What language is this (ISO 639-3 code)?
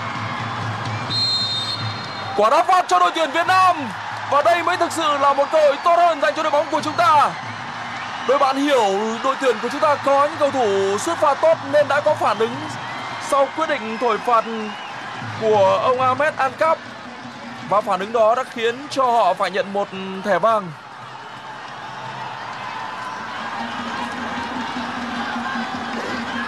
vie